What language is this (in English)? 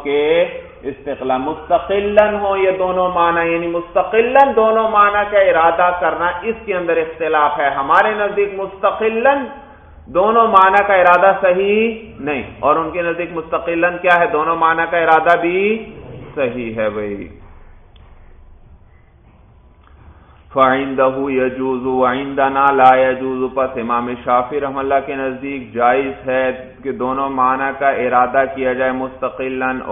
Urdu